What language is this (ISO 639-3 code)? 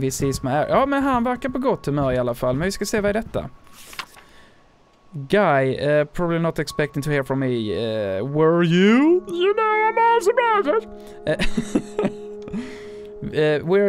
swe